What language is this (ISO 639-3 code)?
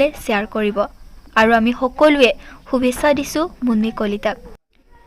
asm